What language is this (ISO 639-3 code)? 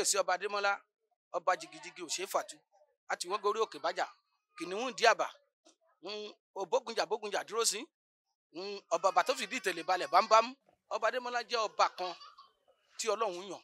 yor